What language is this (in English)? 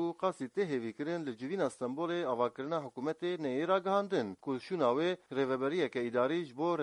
Kurdish